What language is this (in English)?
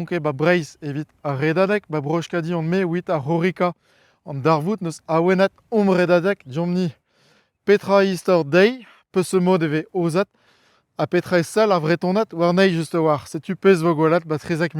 Breton